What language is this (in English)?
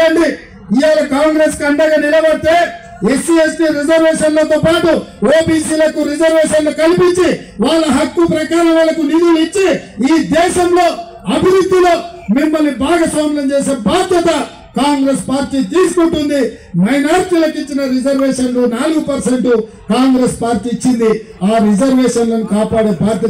Telugu